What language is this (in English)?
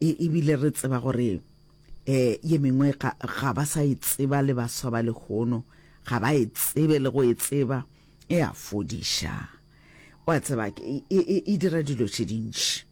Northern Sotho